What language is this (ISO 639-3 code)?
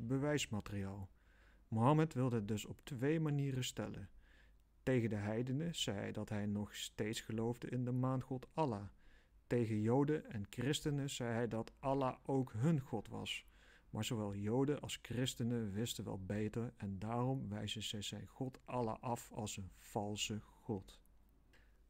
nld